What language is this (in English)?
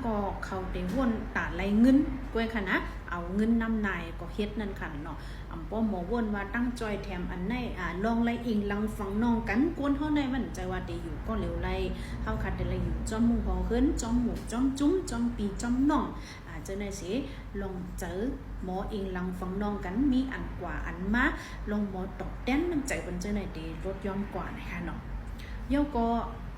Shan